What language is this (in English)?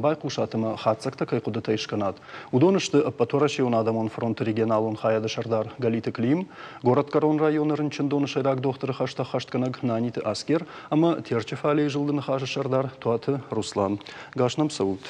Ossetic